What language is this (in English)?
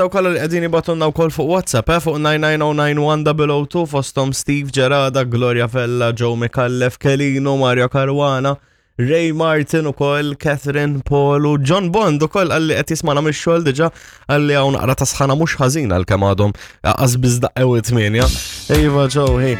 Maltese